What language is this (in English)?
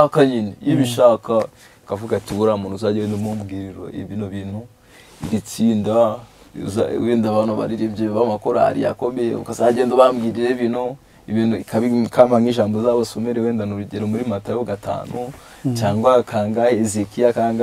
Kinyarwanda